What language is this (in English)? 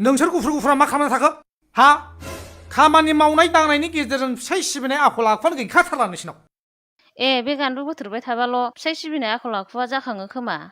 Bodo